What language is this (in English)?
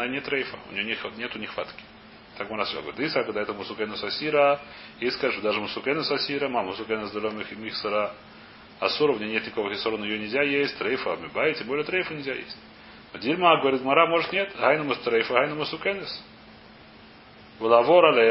Russian